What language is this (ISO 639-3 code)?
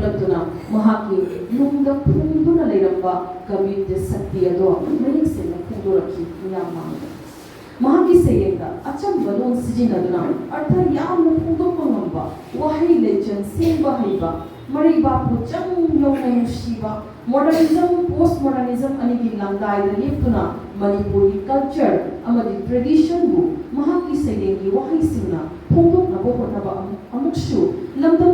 mni